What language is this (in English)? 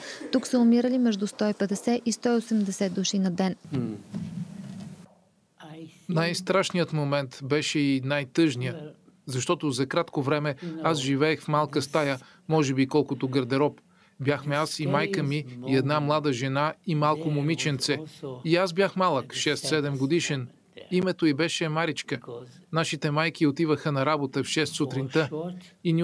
Bulgarian